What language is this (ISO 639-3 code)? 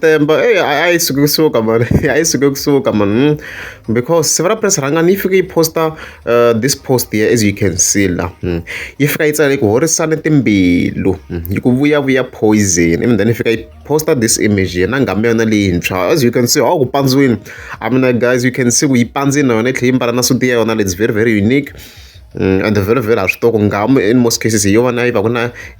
tso